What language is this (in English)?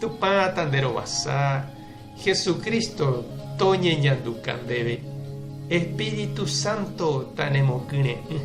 Guarani